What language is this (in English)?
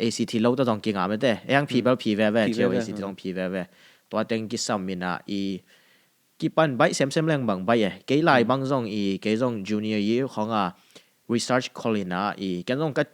Tedim Chin